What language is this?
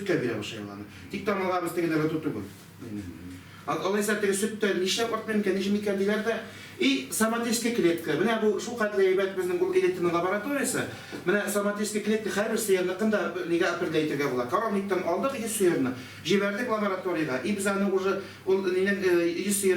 Tatar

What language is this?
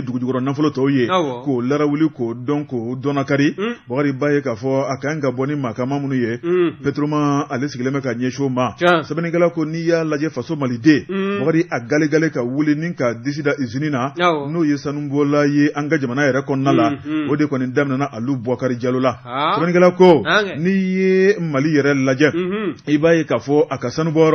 Bambara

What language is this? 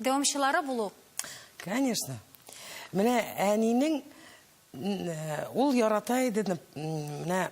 Tatar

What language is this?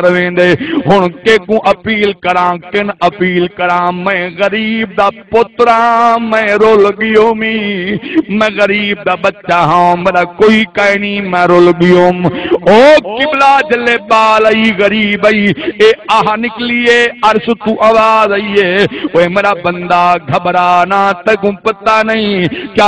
Saraiki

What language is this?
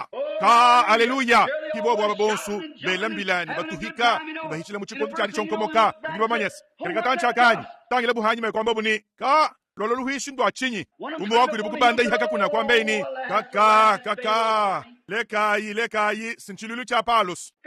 Luba-Lulua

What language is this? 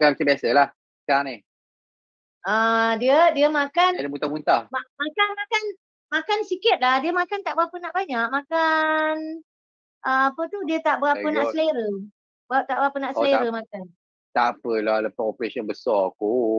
Malay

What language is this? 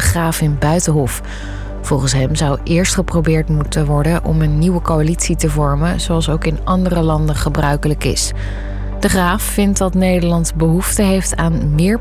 Dutch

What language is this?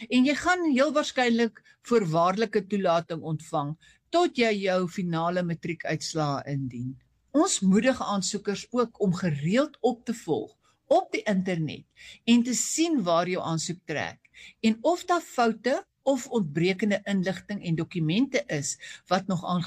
Afrikaans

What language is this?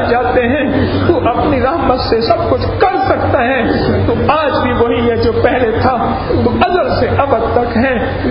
Urdu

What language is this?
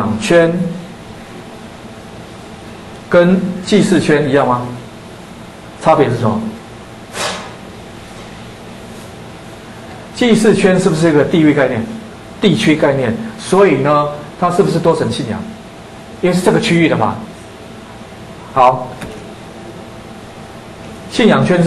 Chinese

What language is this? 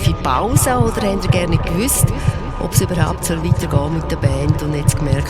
Swiss German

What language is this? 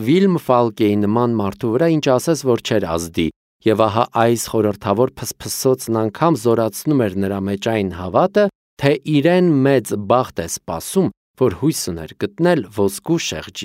Armenian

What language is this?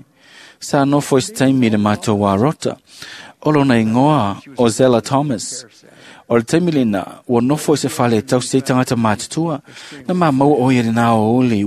Samoan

